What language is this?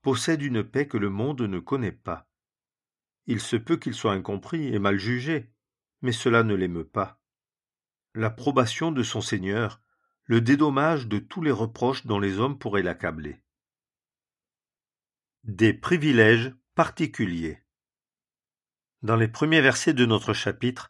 French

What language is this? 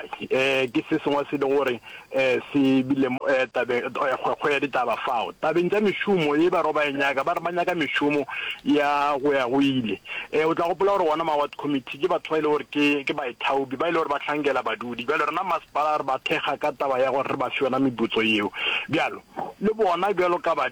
Northern Sotho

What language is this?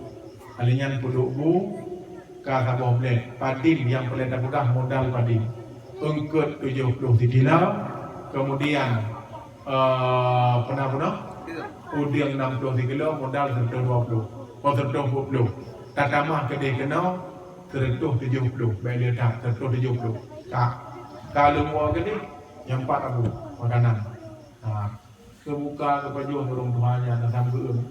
Achinese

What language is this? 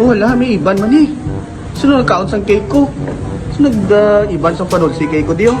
Hiligaynon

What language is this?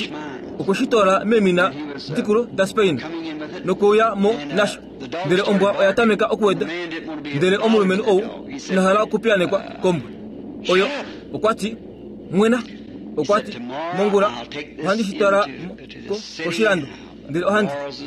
Kuanyama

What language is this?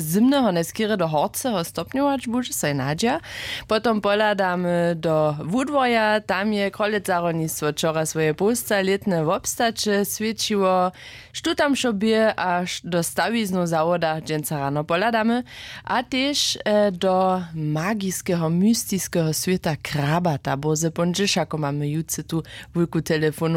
Upper Sorbian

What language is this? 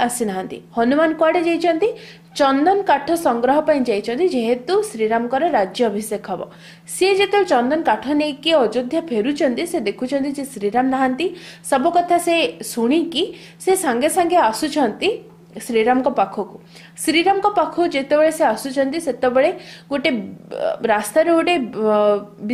Odia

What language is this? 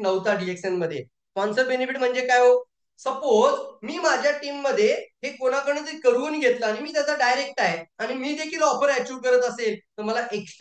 Marathi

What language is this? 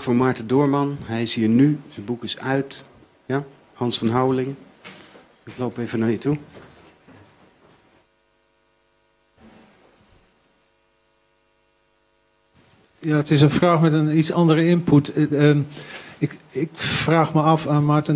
Dutch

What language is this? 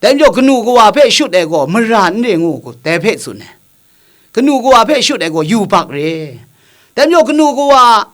Kachin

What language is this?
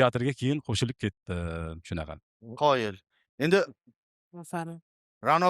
Uzbek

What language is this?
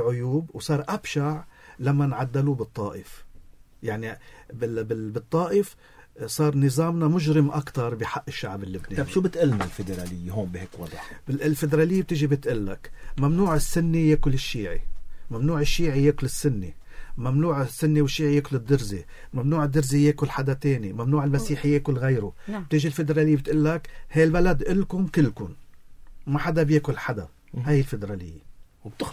North Levantine Arabic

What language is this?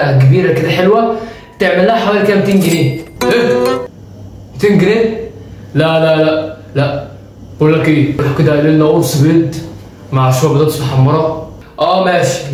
Egyptian Arabic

